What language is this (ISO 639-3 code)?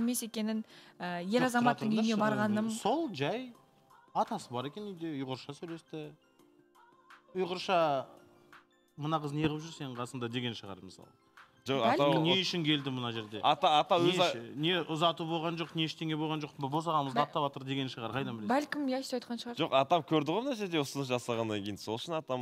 kaz